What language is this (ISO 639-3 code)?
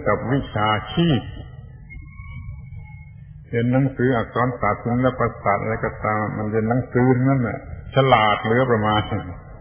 tha